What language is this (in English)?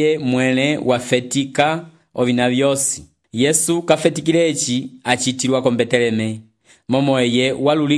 Umbundu